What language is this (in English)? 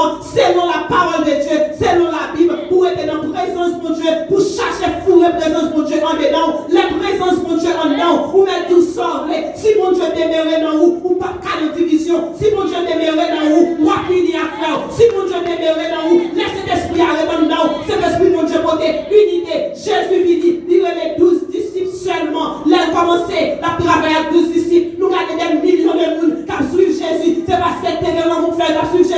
Haitian Creole